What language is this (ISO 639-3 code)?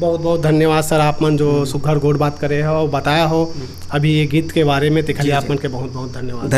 hne